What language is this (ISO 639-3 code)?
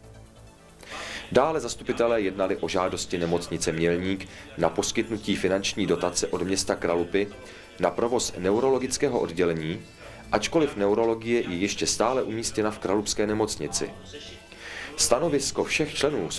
ces